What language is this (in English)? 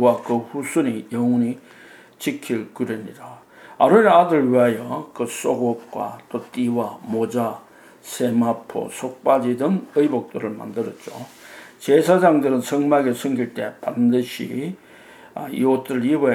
Korean